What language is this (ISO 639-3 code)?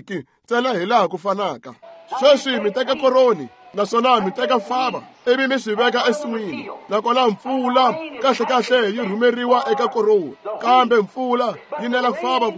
tso